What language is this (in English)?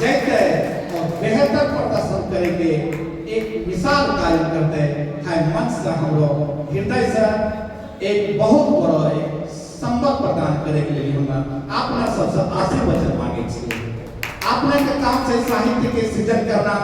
Angika